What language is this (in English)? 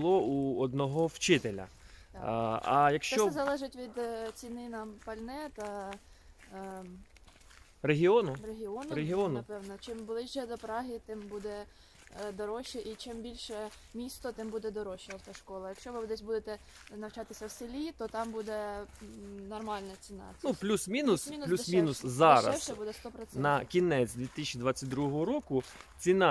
Ukrainian